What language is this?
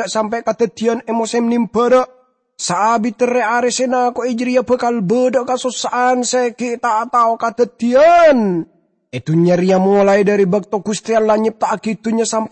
Madurese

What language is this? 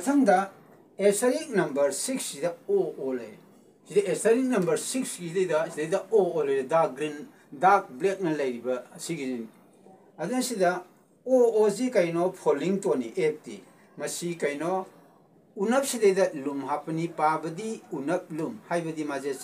Manipuri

